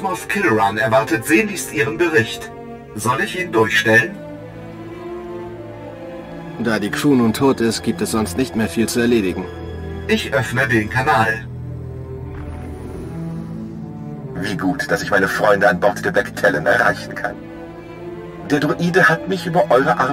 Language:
German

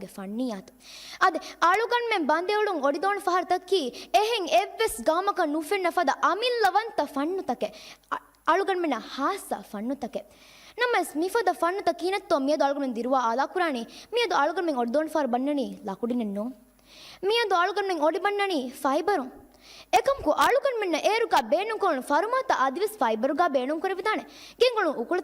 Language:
Divehi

